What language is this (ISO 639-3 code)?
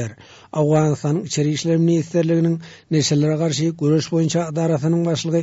tuk